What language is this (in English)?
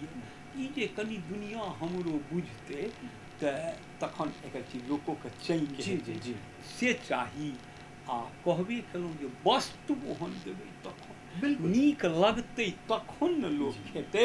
Maithili